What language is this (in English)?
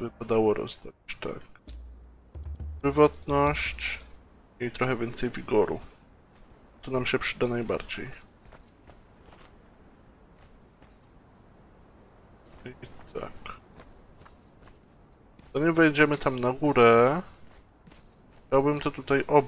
Polish